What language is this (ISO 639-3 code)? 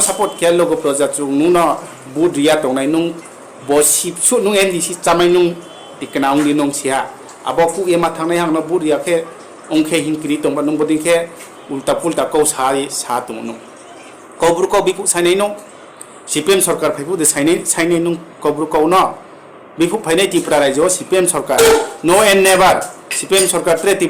ria